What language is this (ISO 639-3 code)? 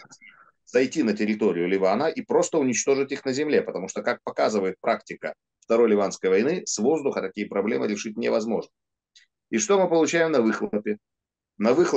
rus